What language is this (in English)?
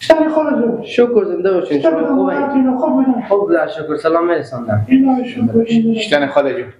Persian